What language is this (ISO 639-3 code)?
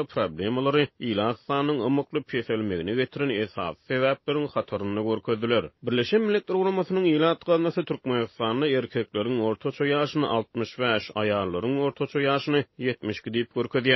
tuk